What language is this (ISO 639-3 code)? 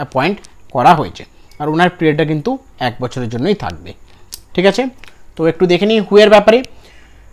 ben